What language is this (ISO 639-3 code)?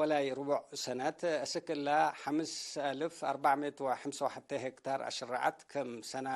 tig